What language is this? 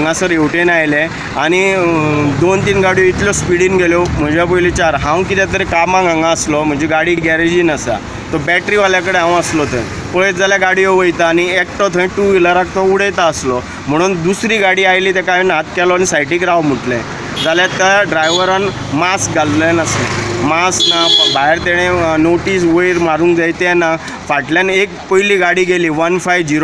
Konkani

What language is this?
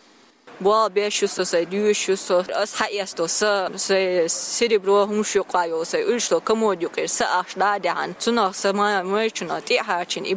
Chechen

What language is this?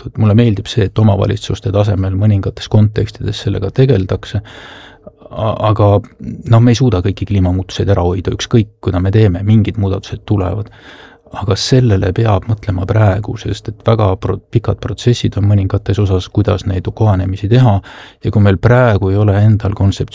Estonian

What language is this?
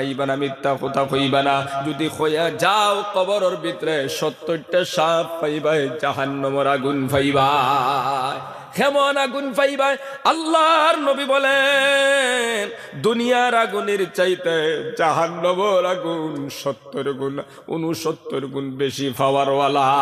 Sylheti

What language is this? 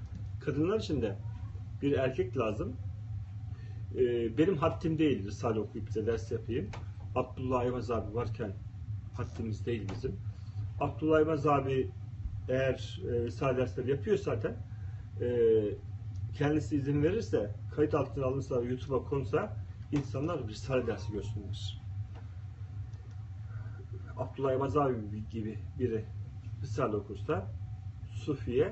Turkish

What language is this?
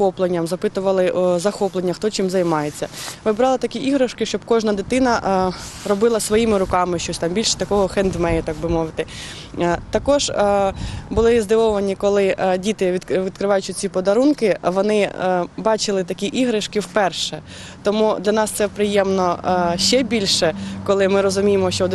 Ukrainian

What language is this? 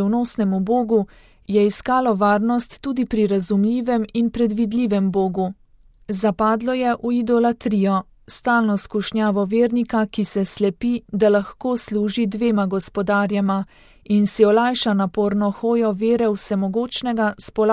Slovenian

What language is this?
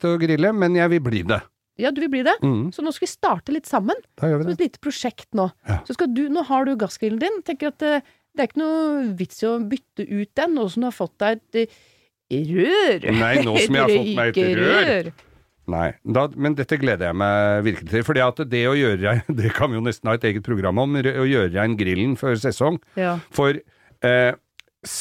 Norwegian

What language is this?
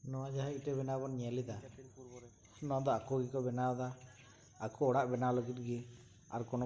Santali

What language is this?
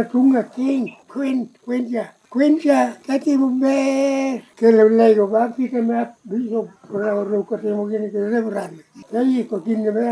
Lango (Uganda)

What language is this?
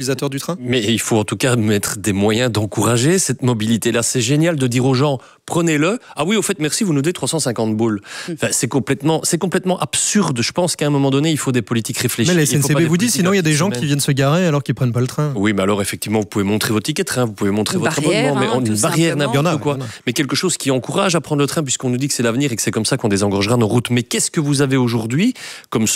French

